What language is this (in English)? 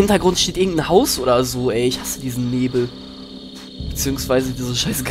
German